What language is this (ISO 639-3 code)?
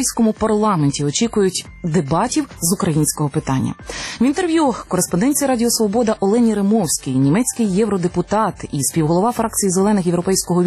ukr